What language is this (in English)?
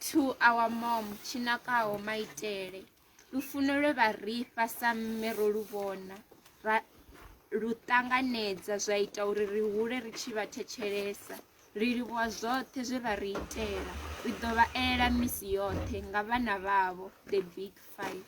Venda